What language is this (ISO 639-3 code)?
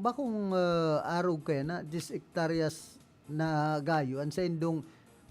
bik